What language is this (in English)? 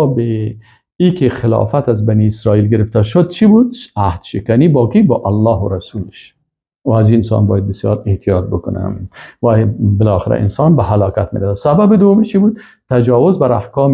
Persian